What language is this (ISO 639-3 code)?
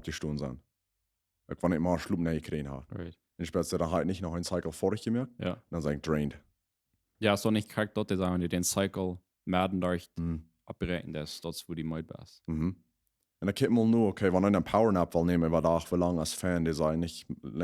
pdt